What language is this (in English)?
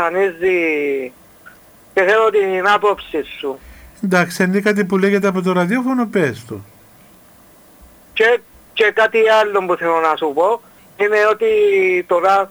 Greek